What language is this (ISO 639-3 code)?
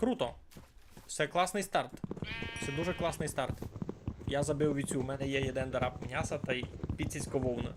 rue